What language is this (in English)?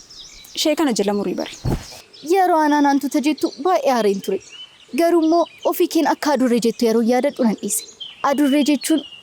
Oromo